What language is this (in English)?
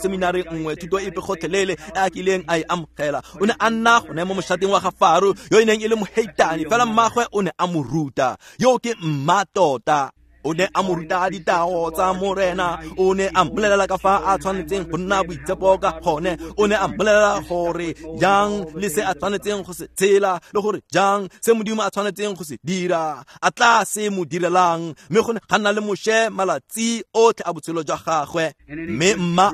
Tswana